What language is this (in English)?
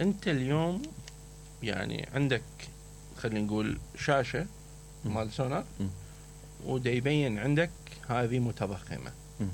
Mesopotamian Arabic